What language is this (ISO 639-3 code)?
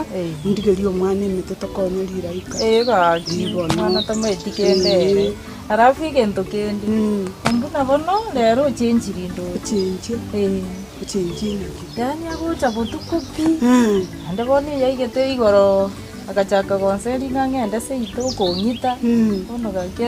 guz